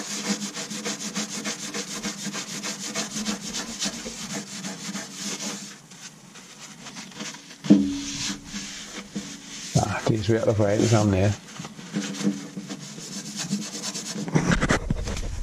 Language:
Danish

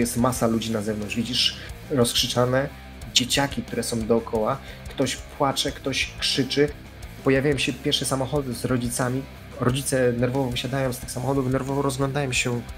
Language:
Polish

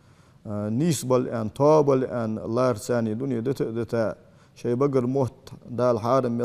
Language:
Ingush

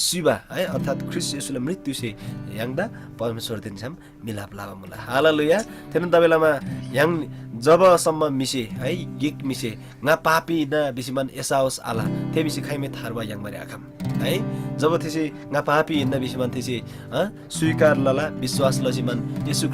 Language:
Eastern Tamang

